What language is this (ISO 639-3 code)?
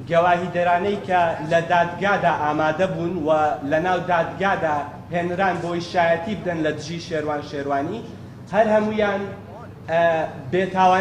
ckb